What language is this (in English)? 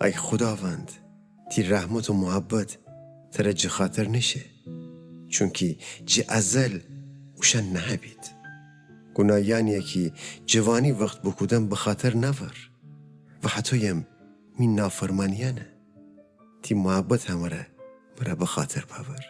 Gilaki